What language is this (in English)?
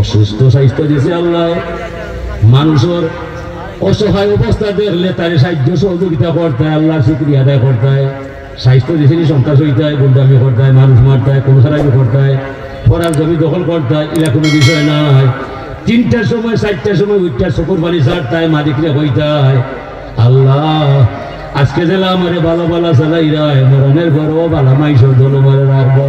Sylheti